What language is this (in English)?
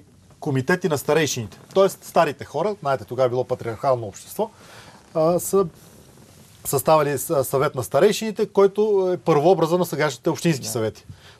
Bulgarian